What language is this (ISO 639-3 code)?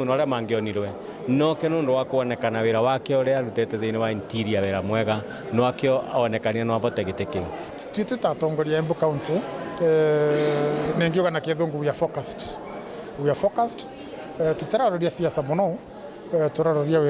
mer